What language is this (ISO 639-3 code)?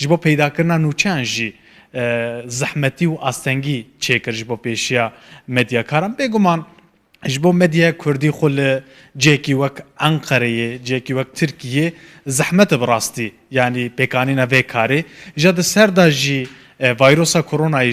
kur